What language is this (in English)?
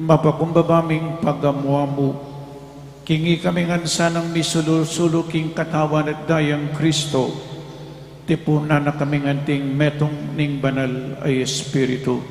Pampanga